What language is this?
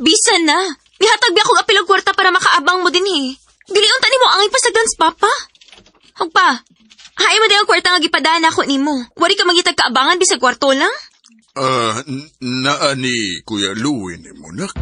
Cebuano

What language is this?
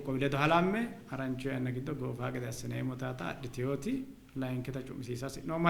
Sidamo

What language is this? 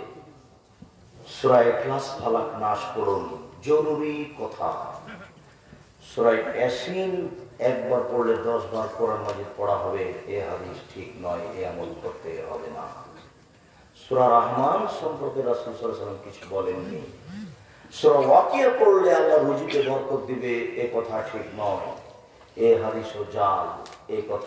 Bangla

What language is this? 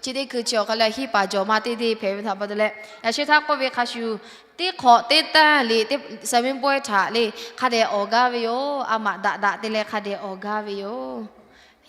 Lahu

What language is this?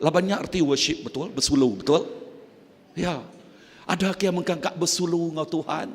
Iban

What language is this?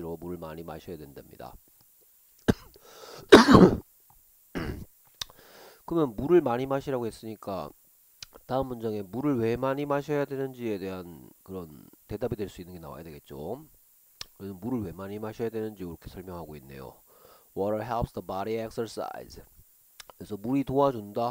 Korean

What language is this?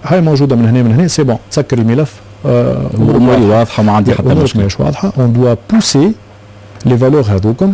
Tunisian Arabic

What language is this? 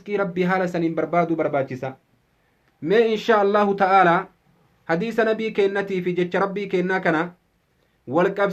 Oromo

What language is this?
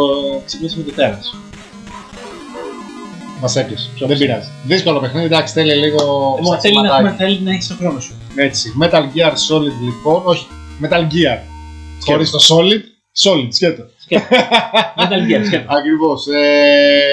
Greek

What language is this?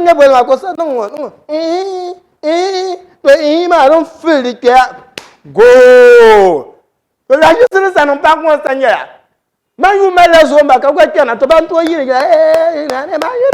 Dagbani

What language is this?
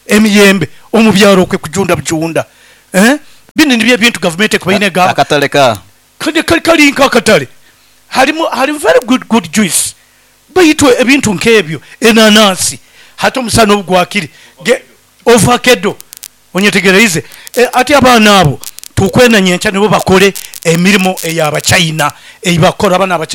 Nyoro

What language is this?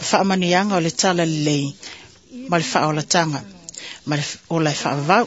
Samoan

